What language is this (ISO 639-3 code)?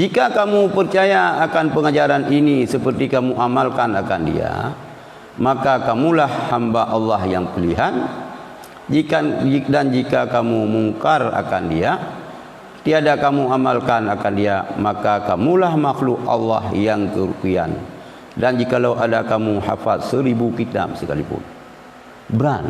ace